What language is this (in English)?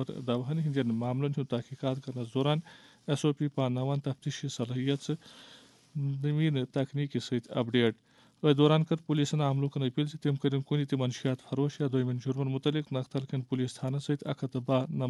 Kashmiri